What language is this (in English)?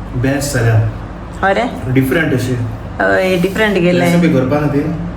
Konkani